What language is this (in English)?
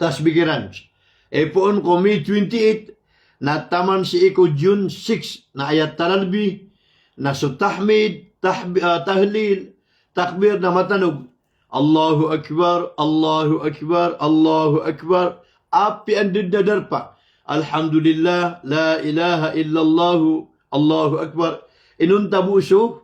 Maranao